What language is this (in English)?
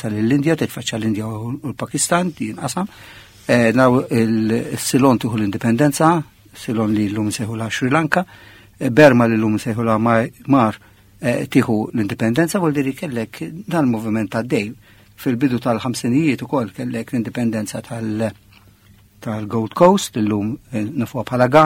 Maltese